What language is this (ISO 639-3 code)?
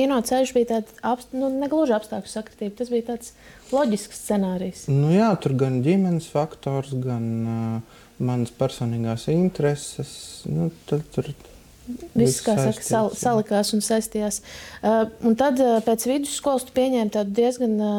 lav